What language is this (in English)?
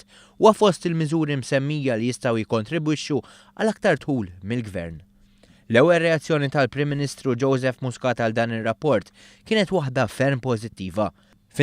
Maltese